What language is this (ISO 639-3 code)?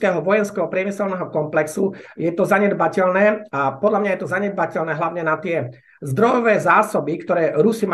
slk